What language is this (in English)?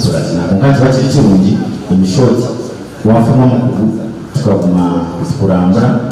Nyankole